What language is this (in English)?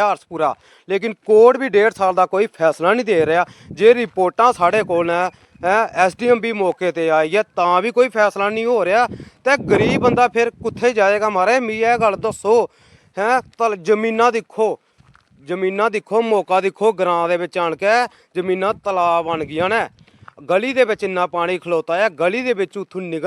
Dogri